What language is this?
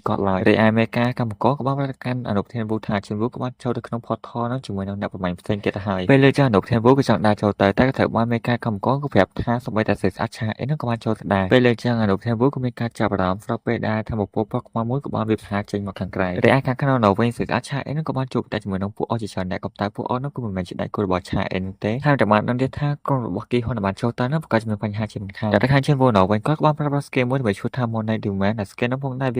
Khmer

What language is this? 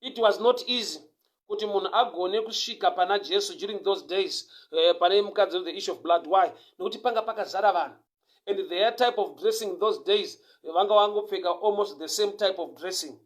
Shona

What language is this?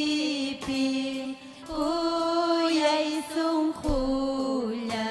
Ayacucho Quechua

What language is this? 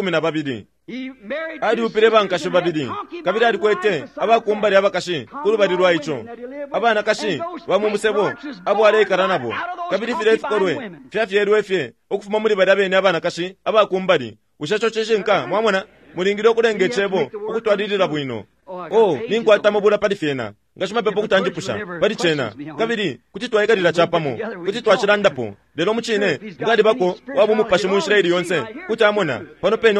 Bemba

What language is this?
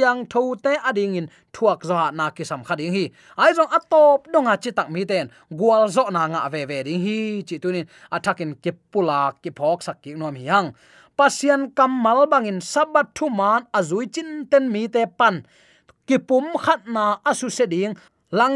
Tedim Chin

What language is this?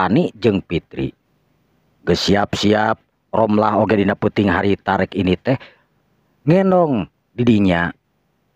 Sundanese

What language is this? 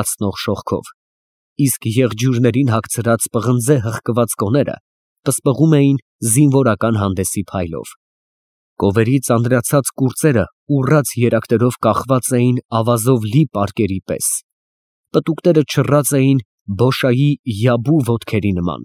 Armenian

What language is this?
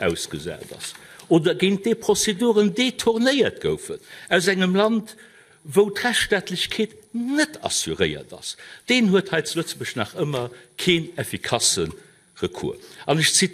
Luxembourgish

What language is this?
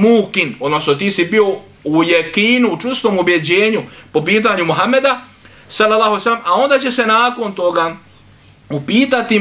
Bosnian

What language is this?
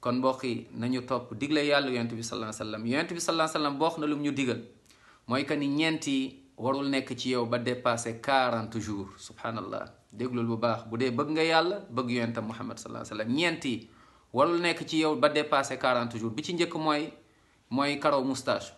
Wolof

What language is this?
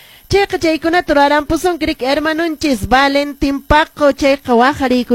Quechua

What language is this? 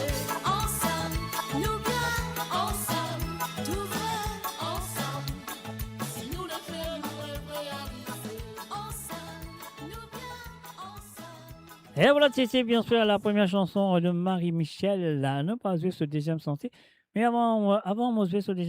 Morisyen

